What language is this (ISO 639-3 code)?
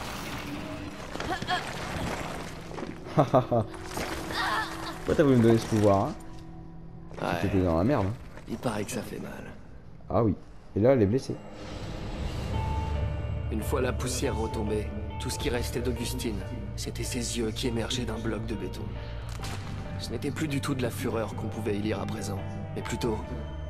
fra